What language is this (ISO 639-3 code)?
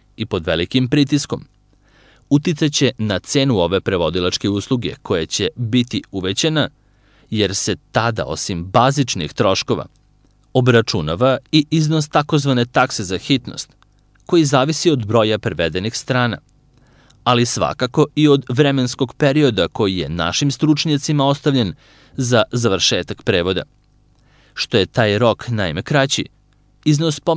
srp